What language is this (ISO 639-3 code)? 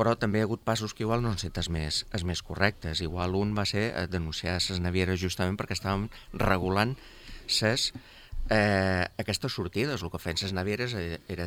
cat